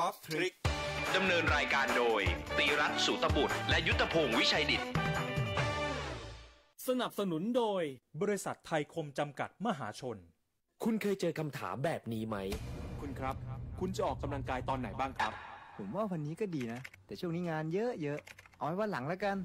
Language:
Thai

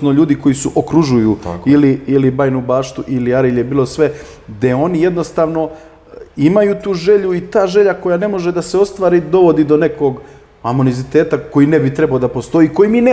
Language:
Serbian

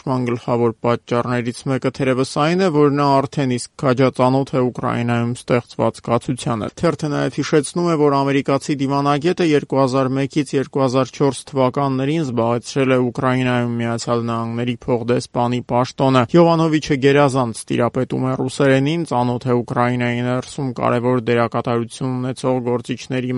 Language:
Armenian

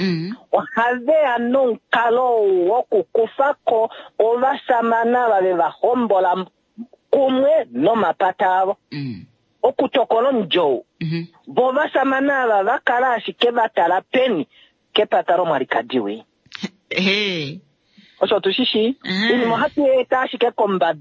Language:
Kuanyama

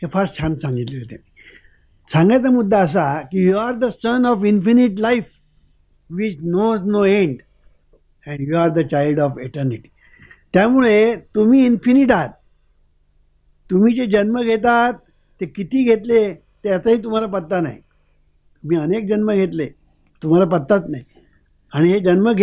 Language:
Marathi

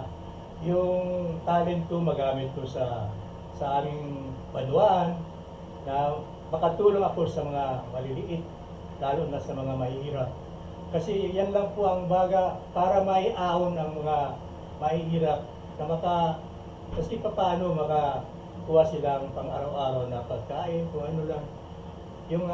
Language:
Bikol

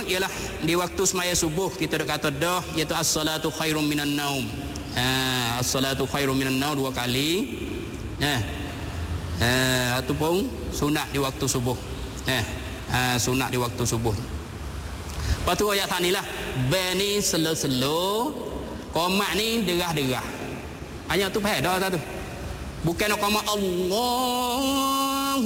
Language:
Malay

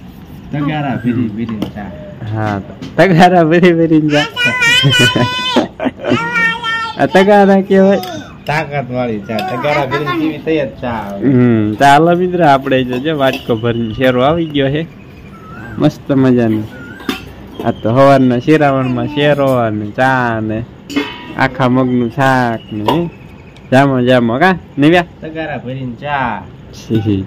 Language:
Gujarati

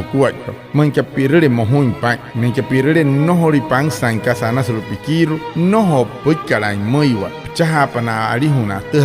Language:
Wayuu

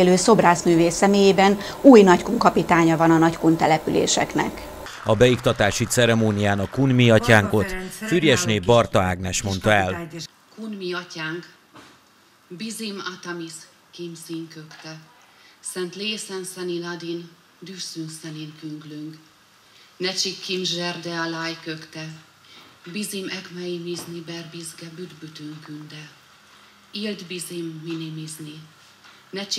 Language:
Hungarian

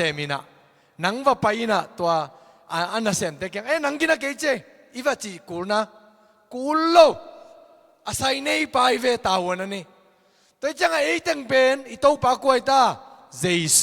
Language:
Tedim Chin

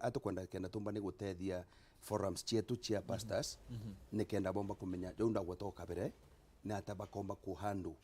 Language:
Meru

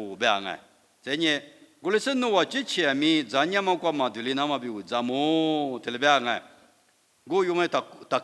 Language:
Lisu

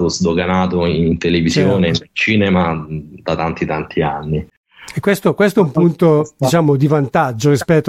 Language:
Italian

